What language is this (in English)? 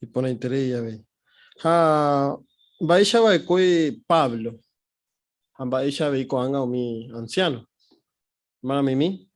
Guarani